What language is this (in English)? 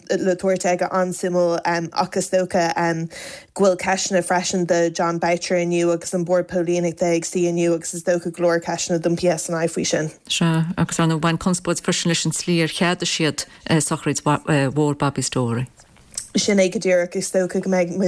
Irish